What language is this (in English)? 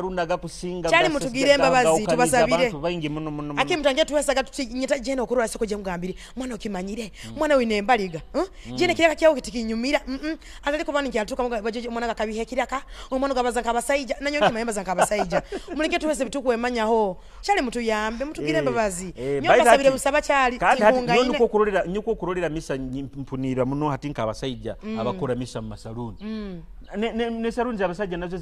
Nyoro